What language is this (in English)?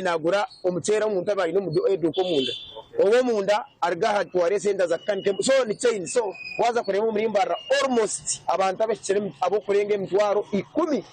Nyankole